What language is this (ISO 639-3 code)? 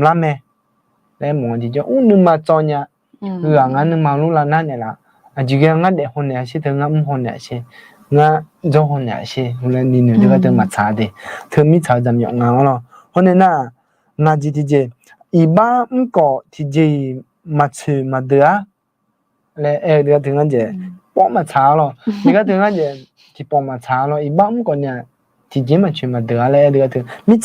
ahk